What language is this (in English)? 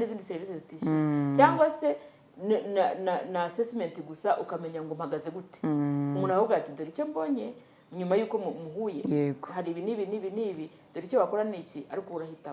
Kinyarwanda